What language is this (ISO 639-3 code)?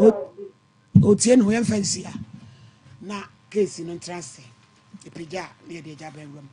aka